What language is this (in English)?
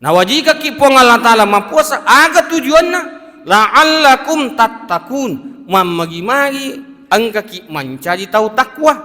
Buginese